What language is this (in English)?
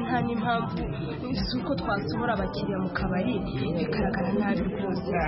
Kinyarwanda